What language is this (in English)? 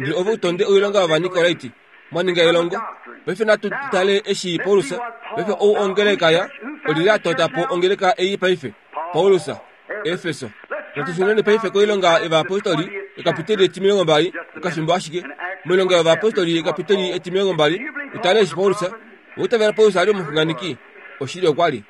Kuanyama